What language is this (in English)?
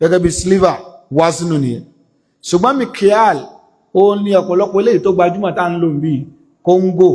Yoruba